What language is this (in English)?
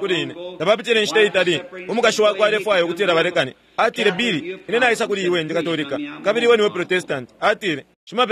Bemba